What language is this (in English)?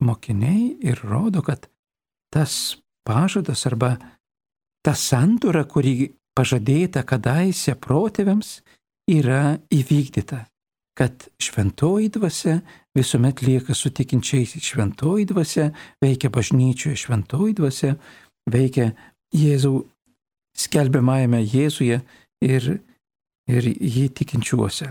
Lithuanian